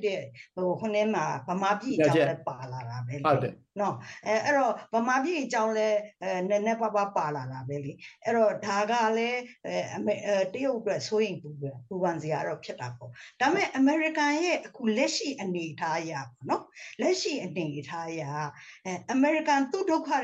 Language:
Burmese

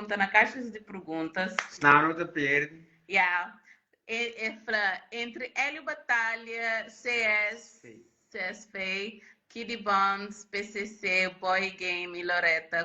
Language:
Kabuverdianu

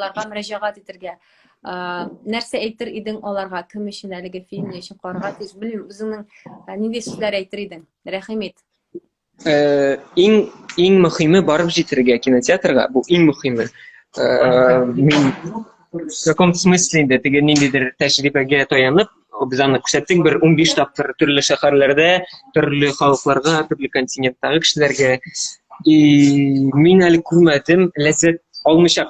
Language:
Tatar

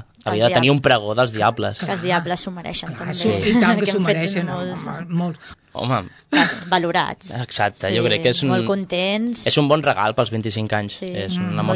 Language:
Catalan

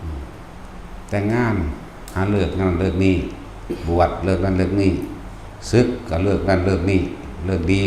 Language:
Northeastern Thai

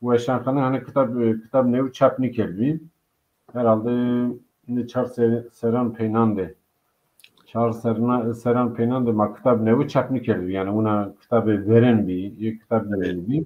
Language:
Zaza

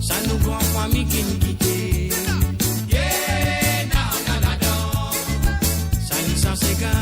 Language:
Morisyen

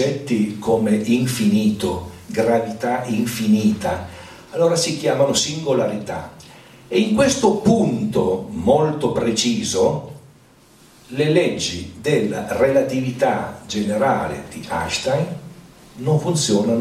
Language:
Italian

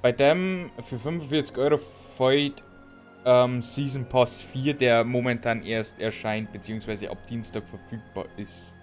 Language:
Bavarian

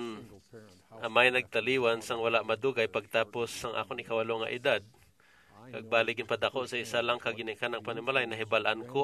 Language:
Hiligaynon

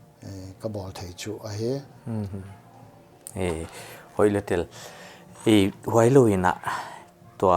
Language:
Paite Chin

